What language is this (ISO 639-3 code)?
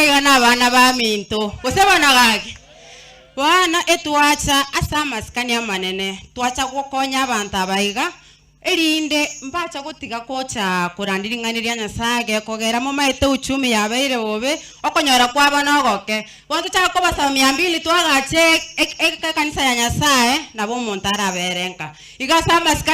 guz